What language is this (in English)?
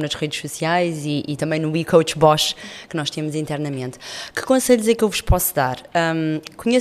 Portuguese